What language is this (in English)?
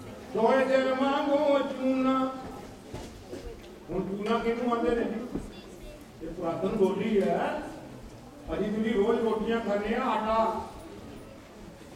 Punjabi